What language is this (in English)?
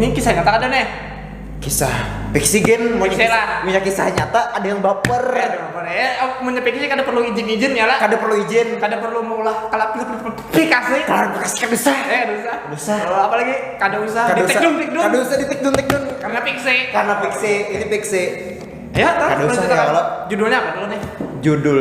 Banjar